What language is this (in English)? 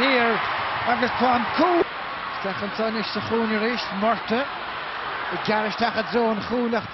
Irish